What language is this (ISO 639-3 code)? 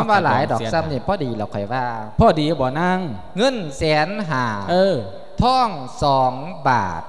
lao